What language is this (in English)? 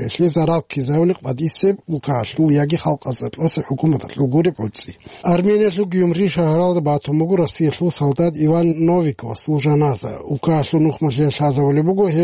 Avaric